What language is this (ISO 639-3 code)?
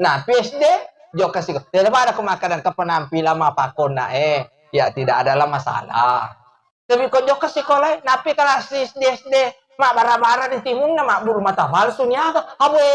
bug